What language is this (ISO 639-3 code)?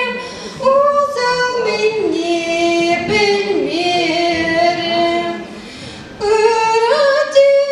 chv